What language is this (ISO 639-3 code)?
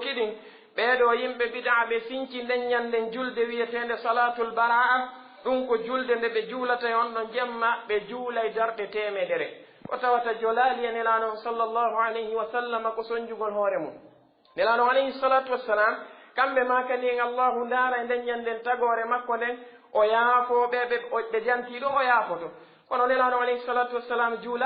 fuf